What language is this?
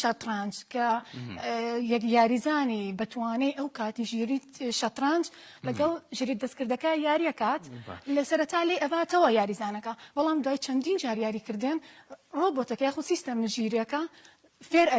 Central Kurdish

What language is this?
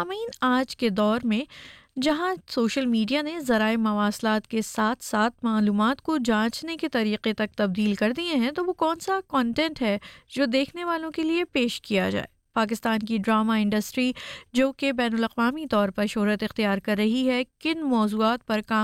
Urdu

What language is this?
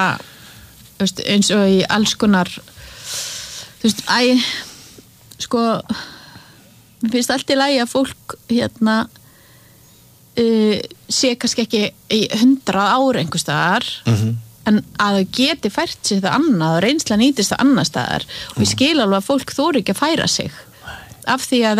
Icelandic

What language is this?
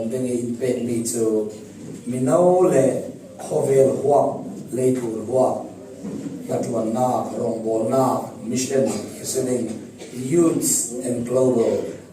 Falam Chin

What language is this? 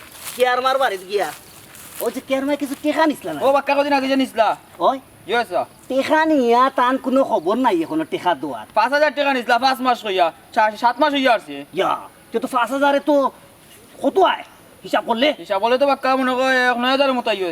Sylheti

